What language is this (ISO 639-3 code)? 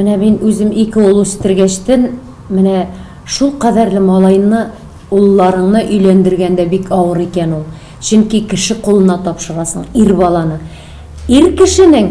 tat